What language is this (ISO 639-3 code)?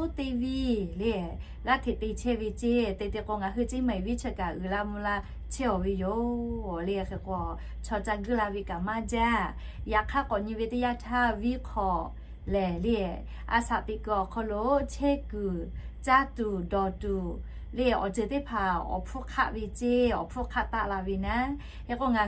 lhu